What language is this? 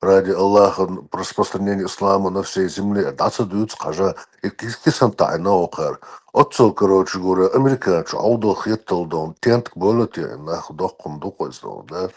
Chechen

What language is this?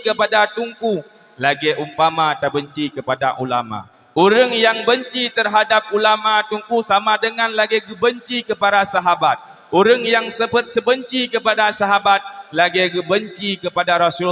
Achinese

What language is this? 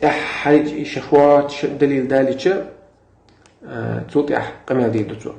Chechen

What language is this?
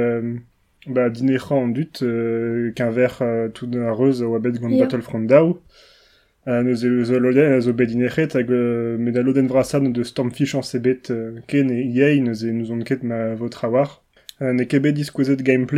Breton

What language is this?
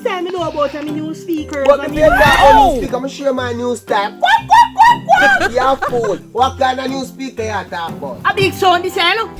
Jamaican Creole English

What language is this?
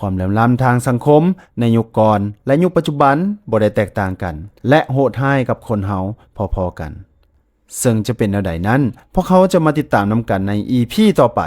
Lao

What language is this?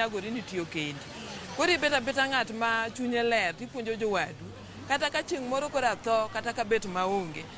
Luo (Kenya and Tanzania)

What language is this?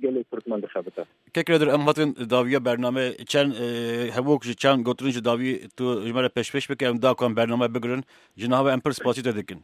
Kurdish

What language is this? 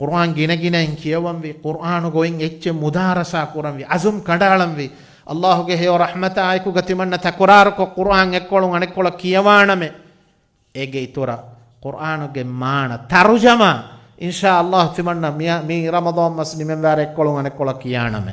Divehi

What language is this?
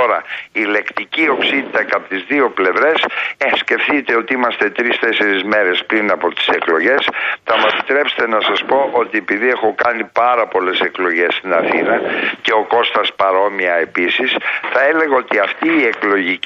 Greek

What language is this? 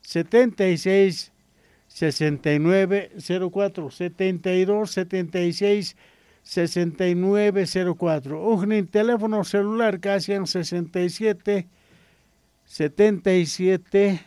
South Bolivian Quechua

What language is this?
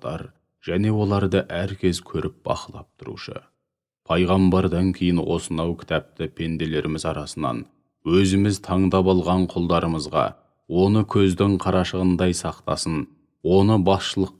Kazakh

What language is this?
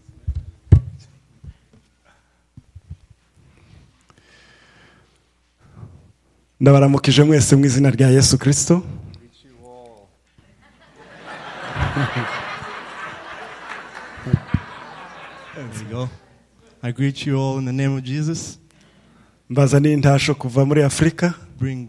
Rundi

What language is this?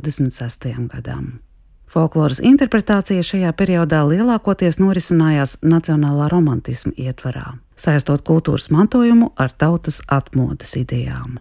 Latvian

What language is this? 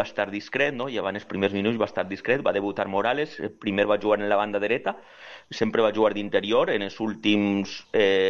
Catalan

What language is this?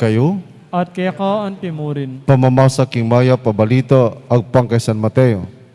Pampanga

